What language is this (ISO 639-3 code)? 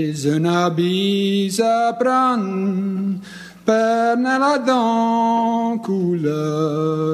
frc